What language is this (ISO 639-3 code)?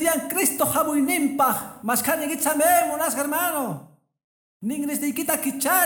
que